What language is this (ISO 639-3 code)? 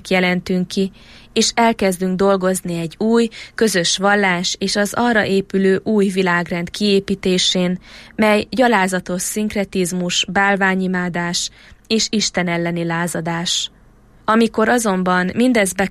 hun